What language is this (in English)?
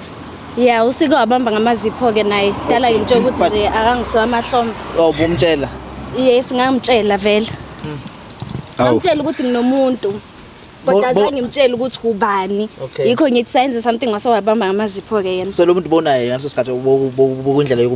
Zulu